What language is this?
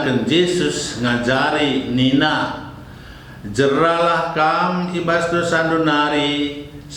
Batak Karo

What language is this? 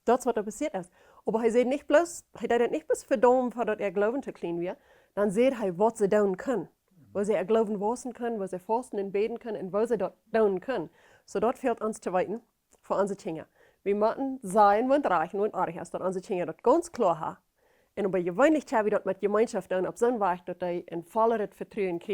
Plautdietsch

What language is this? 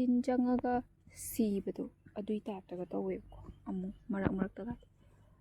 Manipuri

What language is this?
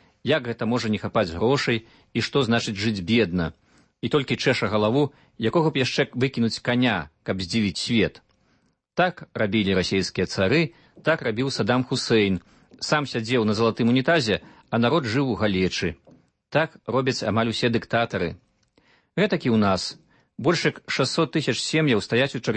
Belarusian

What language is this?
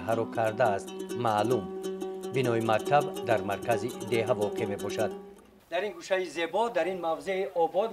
Tajik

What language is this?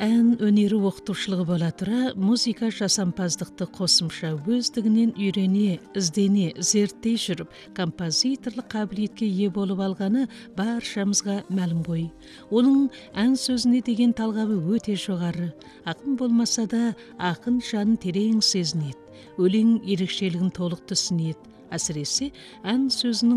Kazakh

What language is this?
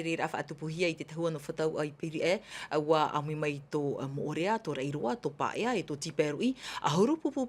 Tahitian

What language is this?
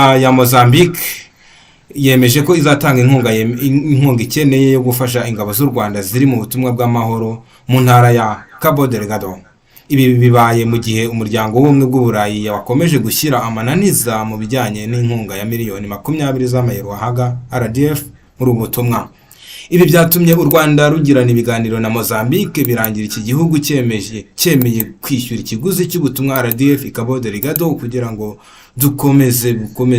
Kinyarwanda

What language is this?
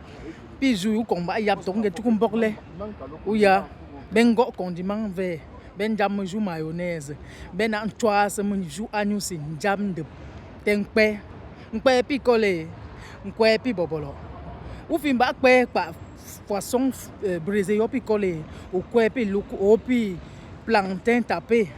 Yemba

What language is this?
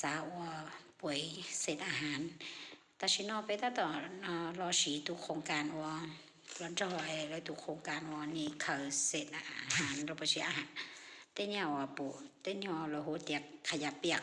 Hmong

